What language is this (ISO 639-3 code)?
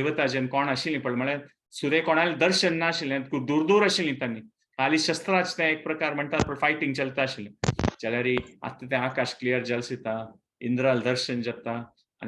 kok